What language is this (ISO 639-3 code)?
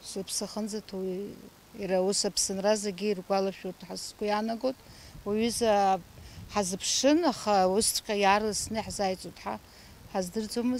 abk